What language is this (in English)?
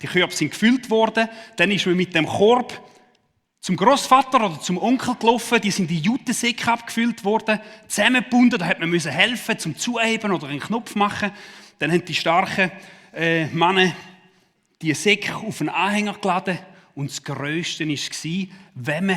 Swiss German